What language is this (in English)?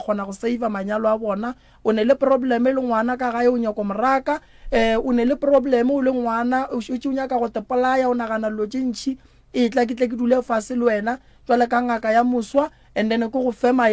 Northern Sotho